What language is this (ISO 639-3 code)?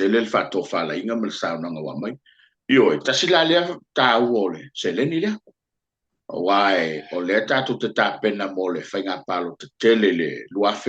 smo